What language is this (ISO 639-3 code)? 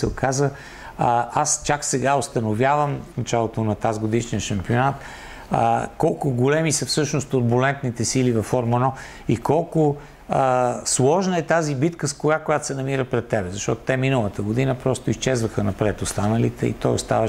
bul